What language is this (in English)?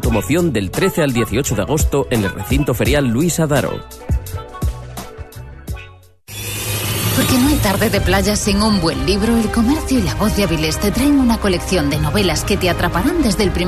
Spanish